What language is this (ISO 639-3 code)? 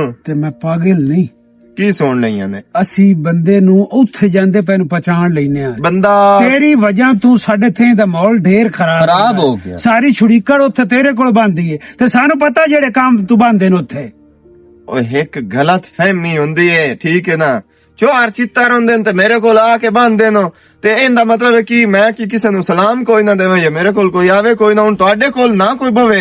lah